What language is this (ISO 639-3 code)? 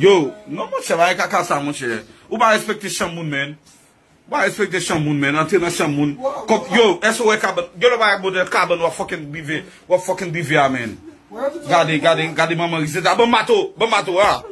hat